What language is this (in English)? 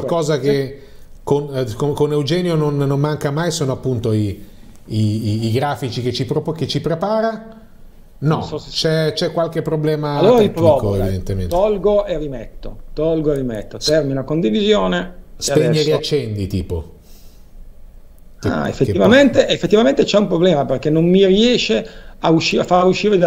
Italian